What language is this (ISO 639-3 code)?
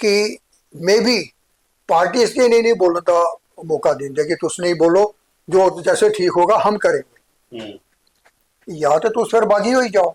doi